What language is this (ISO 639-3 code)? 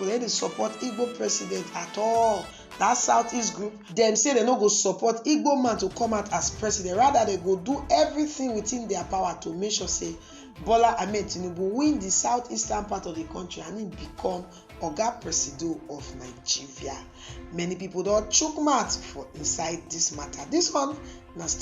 pcm